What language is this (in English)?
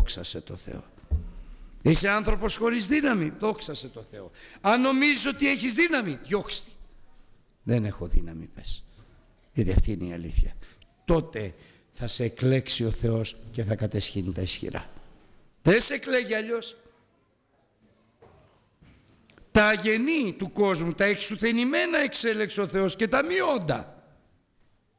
Greek